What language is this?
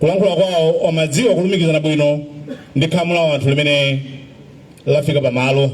Nyanja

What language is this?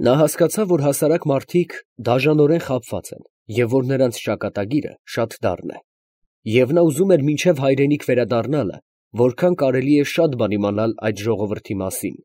Armenian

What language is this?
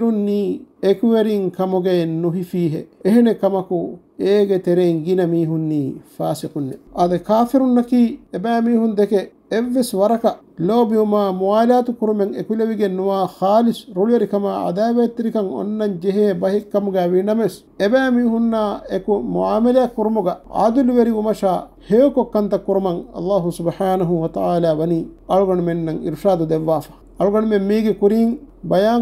Divehi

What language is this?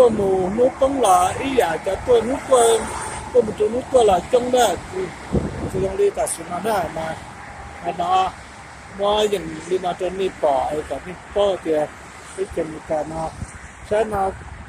Hmong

